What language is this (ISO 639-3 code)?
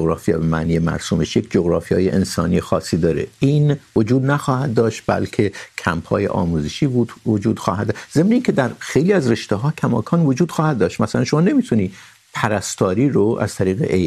fas